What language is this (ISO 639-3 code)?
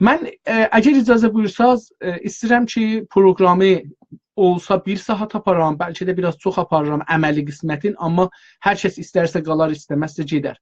azb